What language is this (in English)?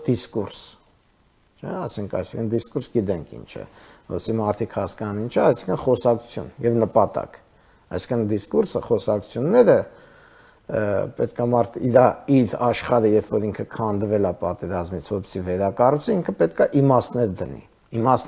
Armenian